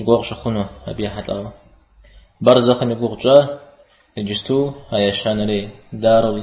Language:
Kabardian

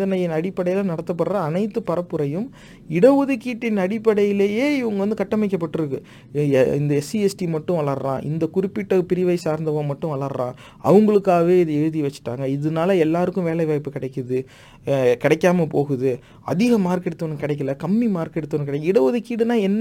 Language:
Tamil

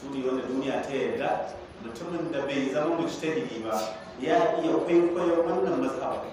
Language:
Hausa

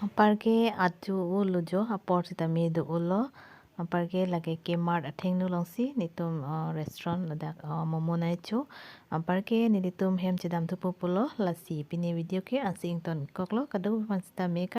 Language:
Karbi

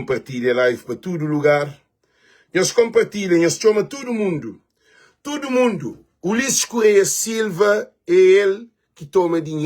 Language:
Kabuverdianu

